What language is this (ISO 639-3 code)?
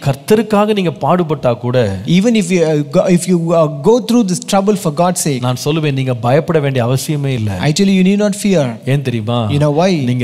tam